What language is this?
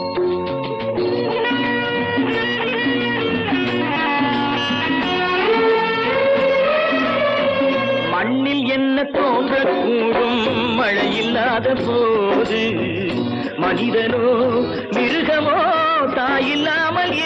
Tamil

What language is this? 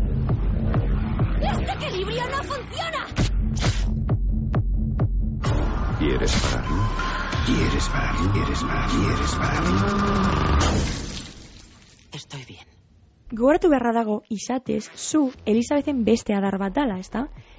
Basque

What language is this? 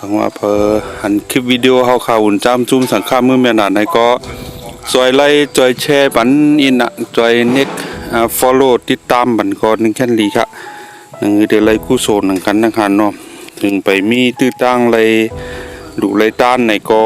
Shan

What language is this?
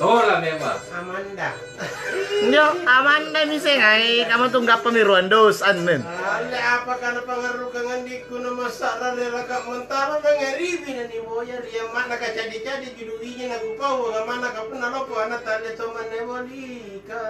Makasar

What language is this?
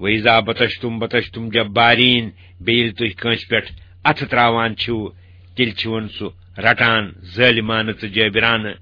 Kashmiri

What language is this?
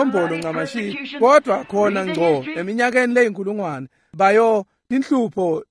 Swati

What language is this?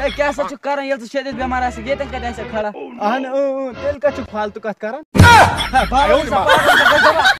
Kashmiri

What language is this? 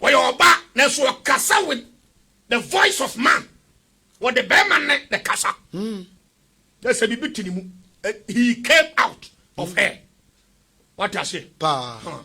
Akan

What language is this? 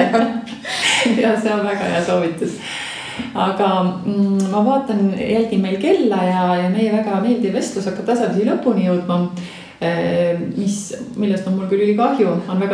Estonian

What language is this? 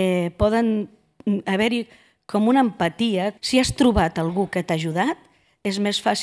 Catalan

